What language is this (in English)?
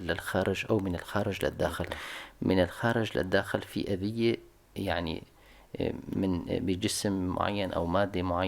North Levantine Arabic